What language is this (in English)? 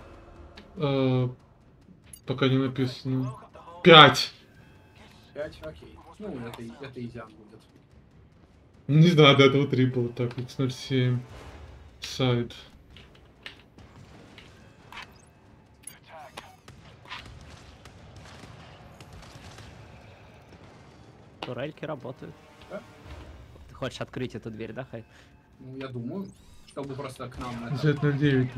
Russian